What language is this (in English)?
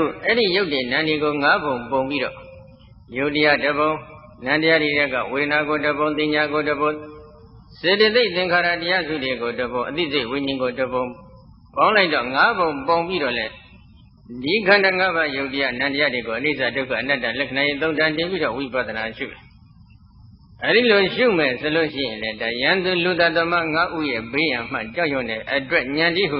Burmese